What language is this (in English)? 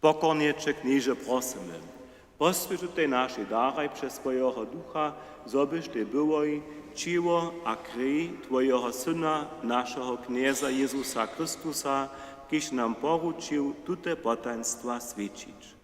Upper Sorbian